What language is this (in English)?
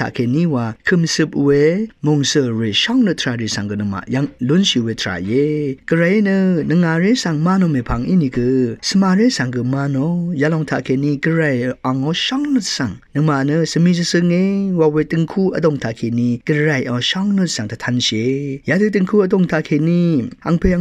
Rawang